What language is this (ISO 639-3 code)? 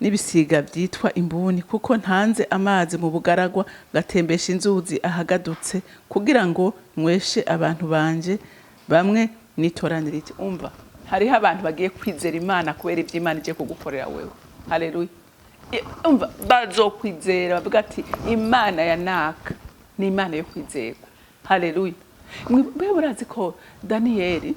run